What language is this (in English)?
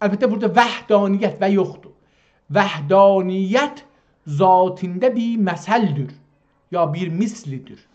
South Azerbaijani